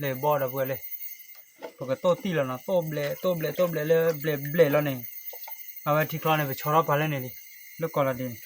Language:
S'gaw Karen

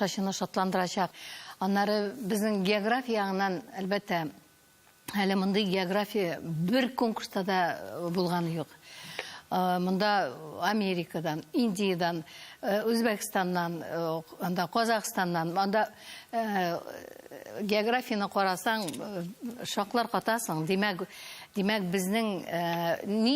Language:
Tatar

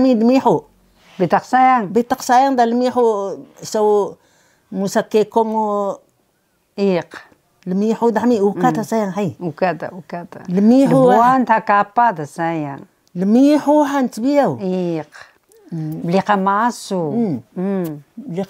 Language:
Taroko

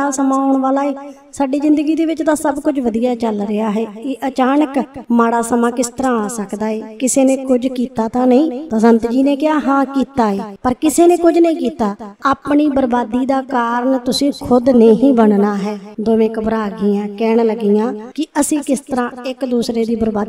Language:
Punjabi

